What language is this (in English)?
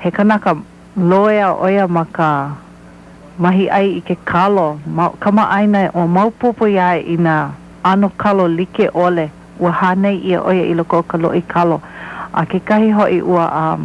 Hawaiian